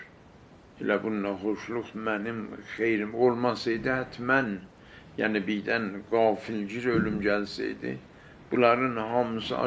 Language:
South Azerbaijani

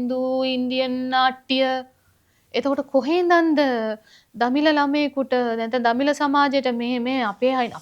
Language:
Sinhala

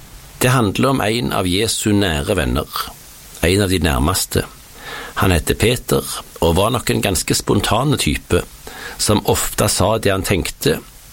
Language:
Norwegian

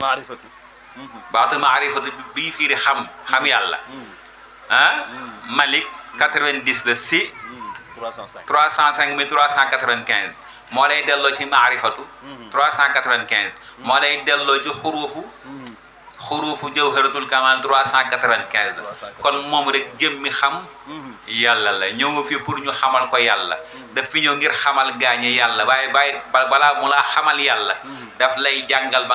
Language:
Wolof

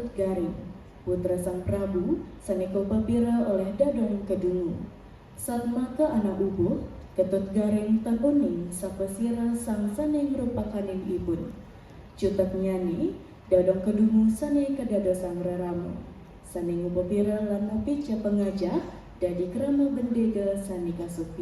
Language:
Balinese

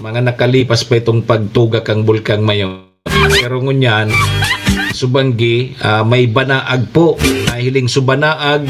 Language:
Bikol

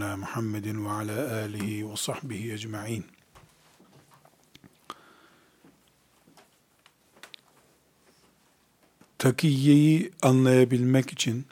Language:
Turkish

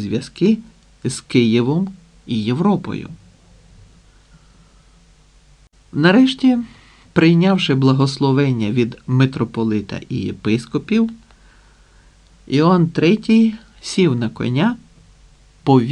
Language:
Ukrainian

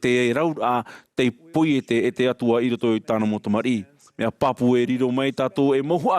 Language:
Tahitian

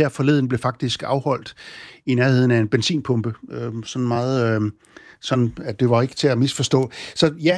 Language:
Danish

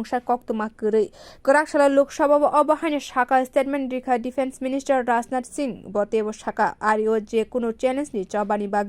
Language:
Kok Borok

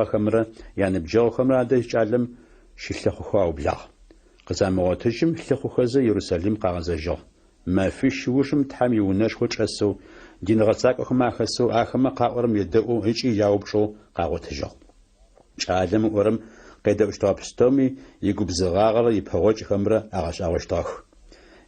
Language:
Adyghe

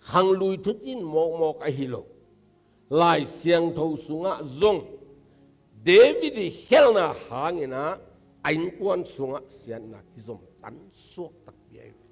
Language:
Tedim Chin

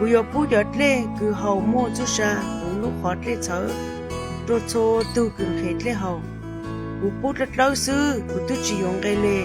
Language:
Hmong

